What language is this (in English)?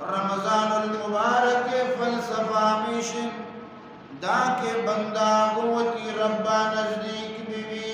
Eastern Balochi